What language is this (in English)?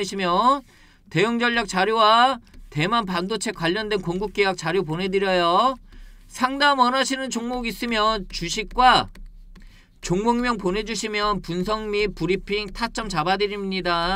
Korean